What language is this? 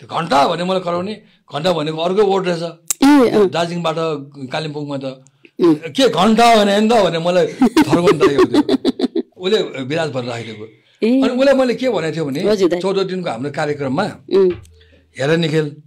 Nepali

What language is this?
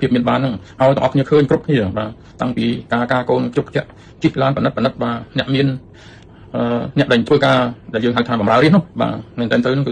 Khmer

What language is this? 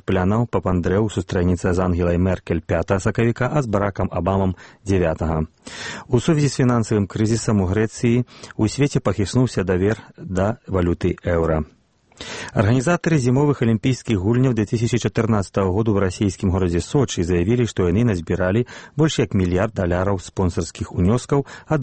Belarusian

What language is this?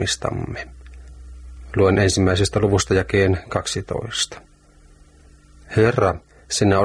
Finnish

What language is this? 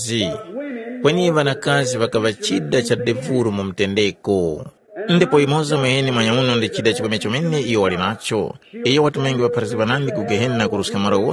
Tumbuka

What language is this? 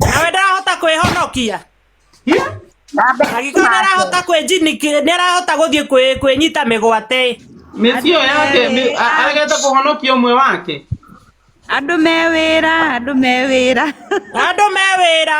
Kikuyu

